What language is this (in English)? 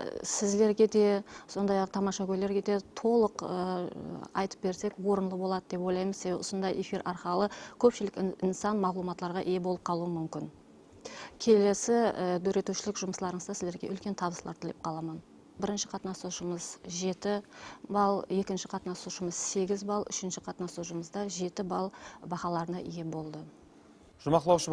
Kara-Kalpak